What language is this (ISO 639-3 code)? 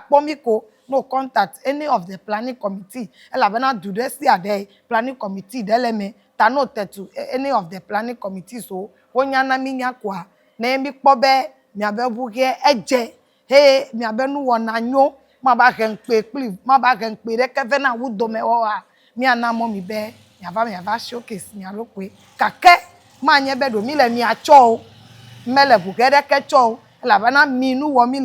ewe